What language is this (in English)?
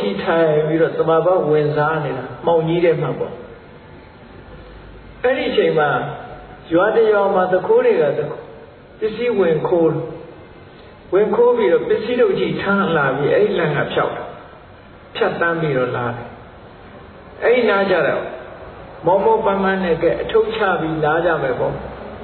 Burmese